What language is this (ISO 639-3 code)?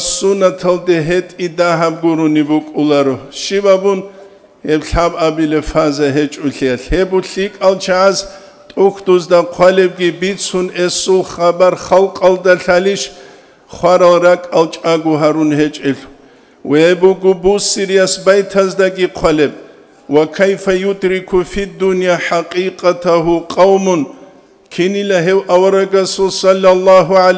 ava